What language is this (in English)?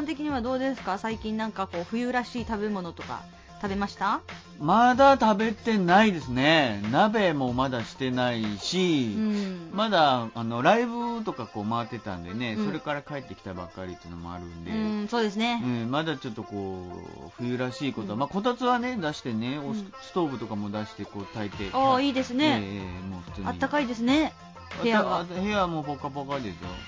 Japanese